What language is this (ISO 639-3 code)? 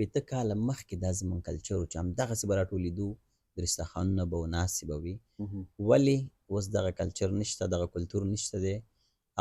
pus